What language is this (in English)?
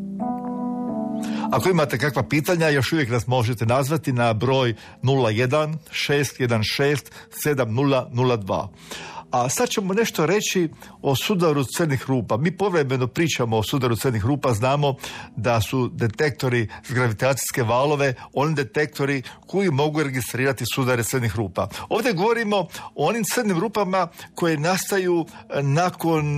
Croatian